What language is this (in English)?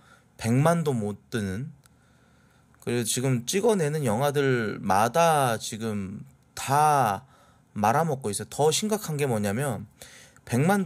Korean